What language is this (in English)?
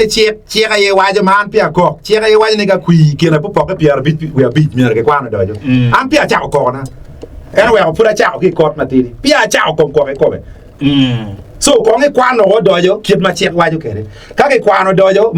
Acoli